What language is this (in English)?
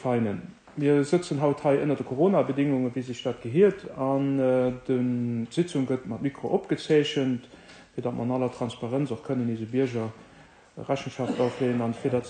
Luxembourgish